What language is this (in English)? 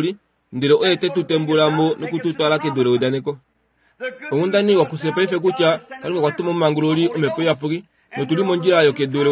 Kuanyama